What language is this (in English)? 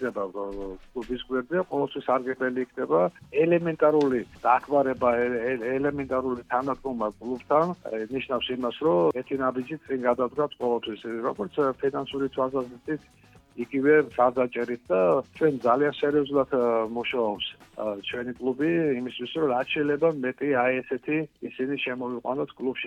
Georgian